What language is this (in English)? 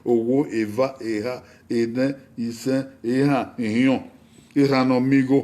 Bini